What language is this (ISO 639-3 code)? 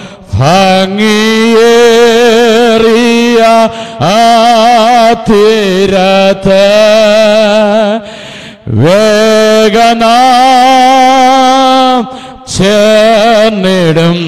mal